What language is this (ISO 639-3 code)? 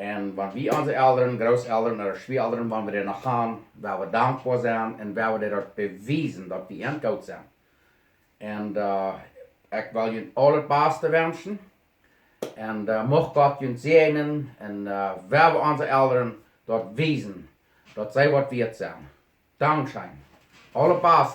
pdt